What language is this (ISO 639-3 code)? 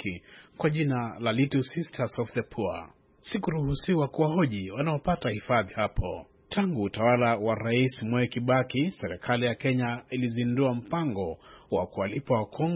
swa